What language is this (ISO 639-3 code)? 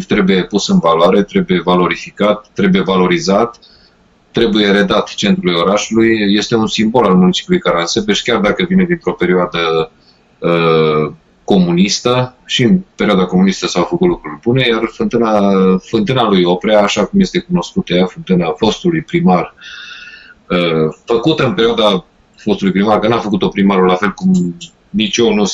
ron